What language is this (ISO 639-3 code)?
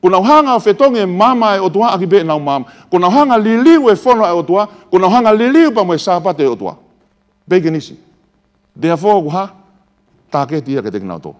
ton